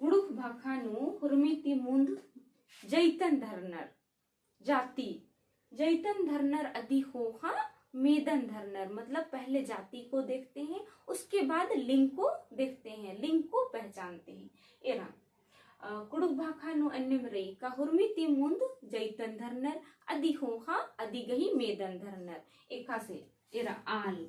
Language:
Kurukh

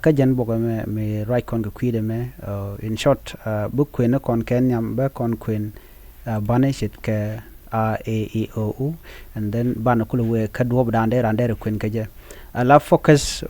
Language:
Nuer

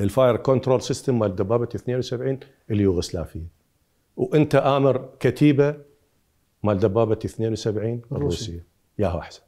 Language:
Mesopotamian Arabic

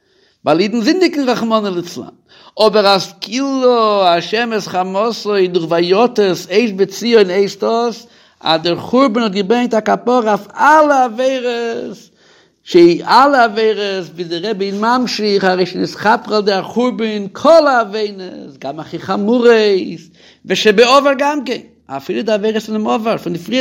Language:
Yiddish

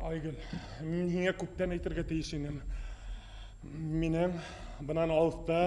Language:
Bashkir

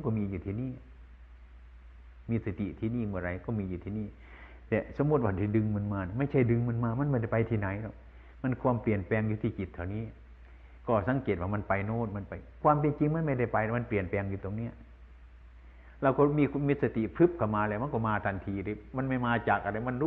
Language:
Thai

